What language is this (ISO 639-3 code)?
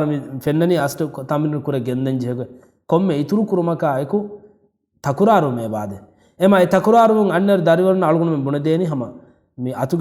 div